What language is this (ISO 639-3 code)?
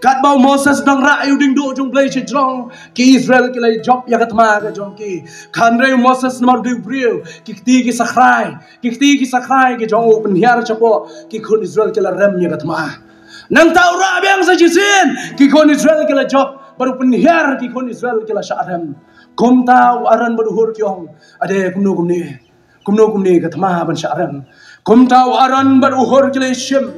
kha